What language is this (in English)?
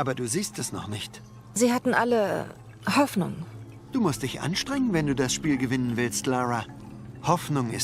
Swiss German